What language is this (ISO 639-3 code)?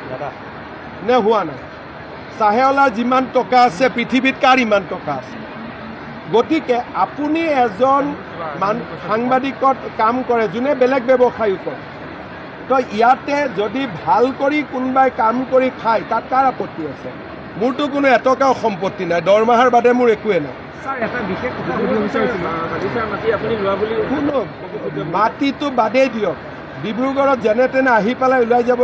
asm